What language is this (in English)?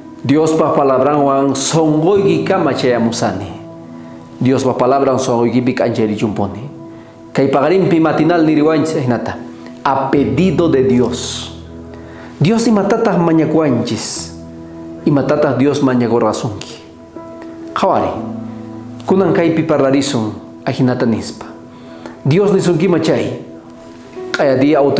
South Bolivian Quechua